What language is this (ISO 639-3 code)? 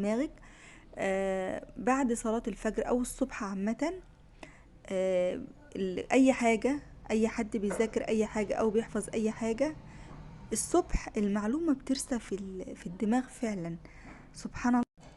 arz